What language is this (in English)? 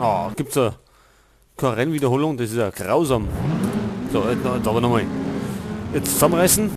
Bavarian